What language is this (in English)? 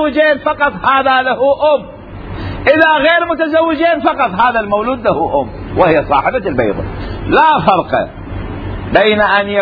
Mesopotamian Arabic